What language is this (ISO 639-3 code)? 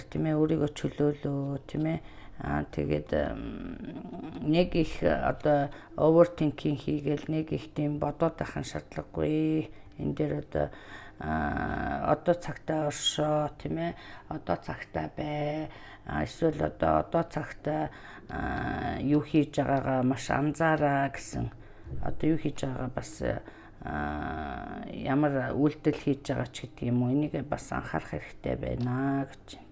mon